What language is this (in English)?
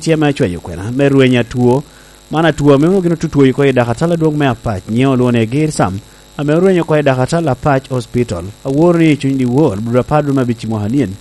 Lango (Uganda)